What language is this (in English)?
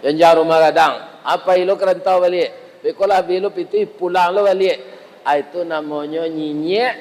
Minangkabau